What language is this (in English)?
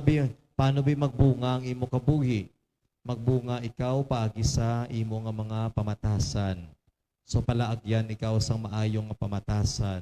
Hiligaynon